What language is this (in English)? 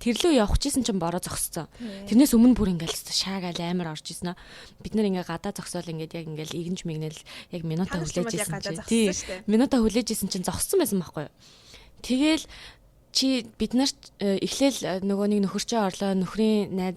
Mongolian